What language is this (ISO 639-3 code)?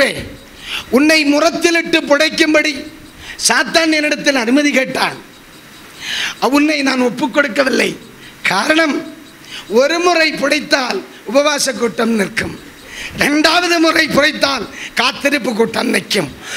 tam